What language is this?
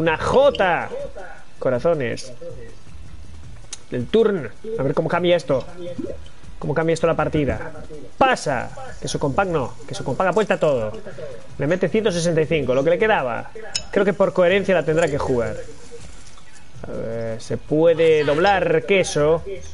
Spanish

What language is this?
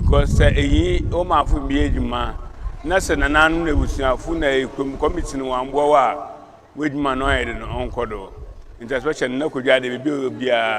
Akan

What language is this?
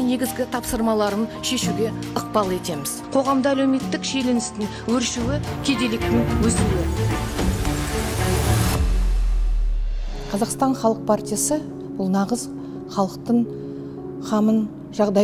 Kazakh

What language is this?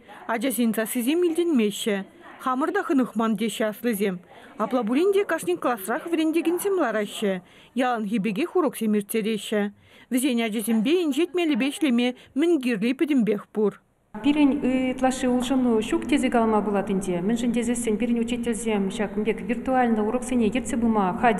Chuvash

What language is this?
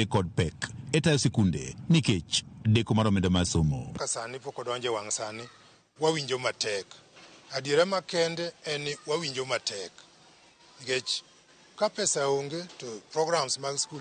Luo (Kenya and Tanzania)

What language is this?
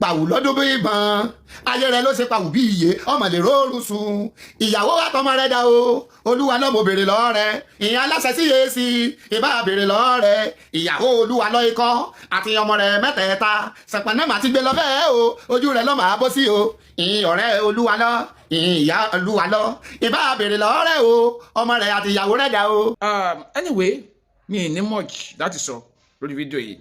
Yoruba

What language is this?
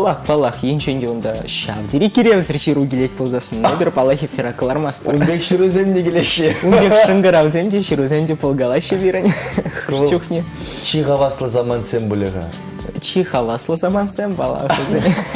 Chuvash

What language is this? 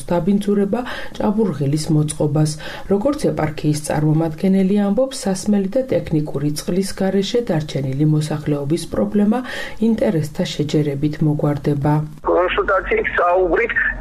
Georgian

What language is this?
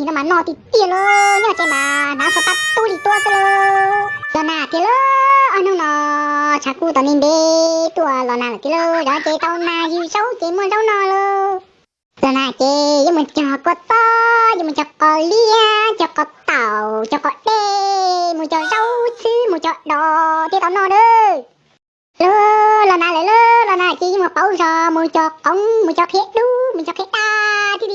Hmong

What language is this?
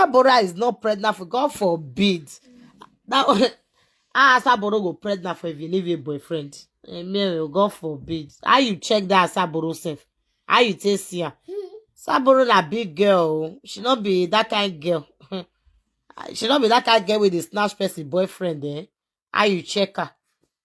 Nigerian Pidgin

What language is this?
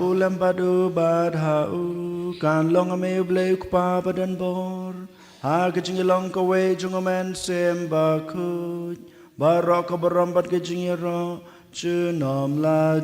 Khasi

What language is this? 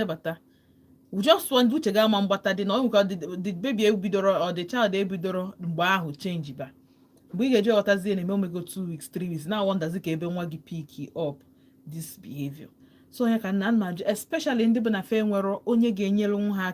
Igbo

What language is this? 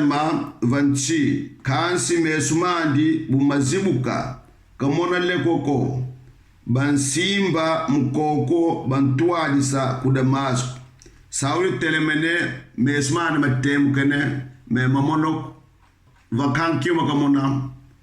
Kongo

